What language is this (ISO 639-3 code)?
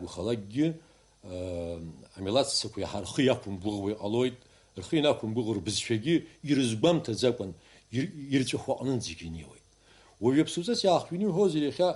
abk